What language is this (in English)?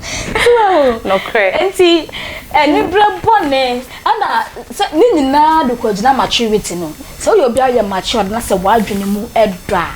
Akan